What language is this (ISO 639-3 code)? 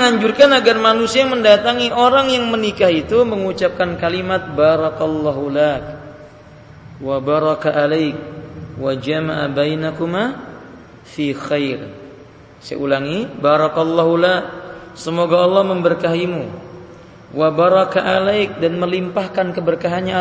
ind